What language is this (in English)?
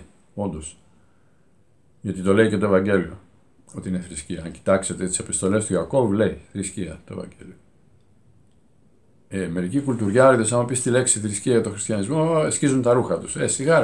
Greek